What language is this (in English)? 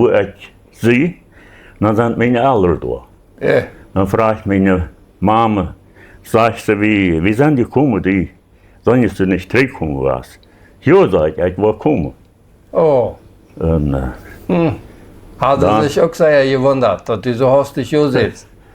Plautdietsch